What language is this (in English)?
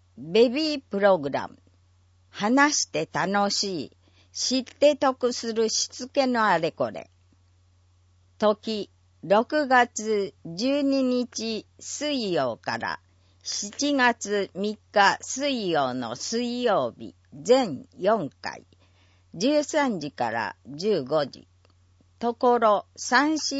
Japanese